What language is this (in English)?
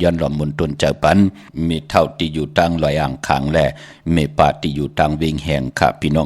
Shan